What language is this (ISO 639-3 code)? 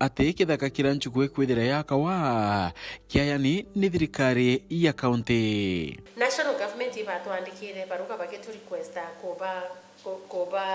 mer